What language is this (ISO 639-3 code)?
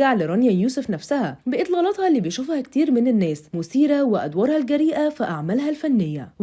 arz